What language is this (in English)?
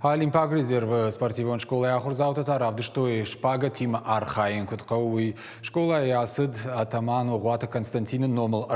Ossetic